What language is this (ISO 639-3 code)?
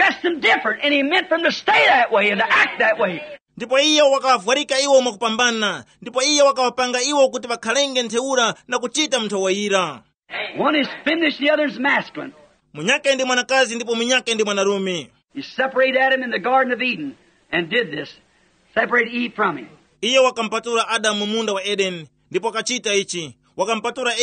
tum